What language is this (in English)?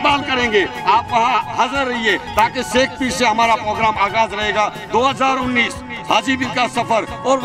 Hindi